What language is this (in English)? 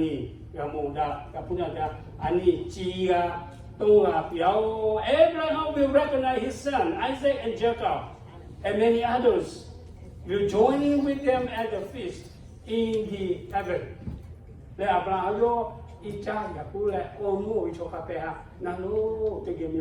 Lahu